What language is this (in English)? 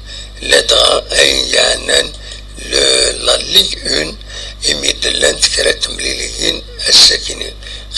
Kabyle